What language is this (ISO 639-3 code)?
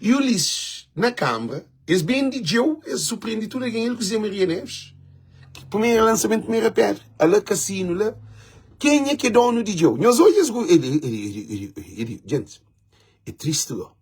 kea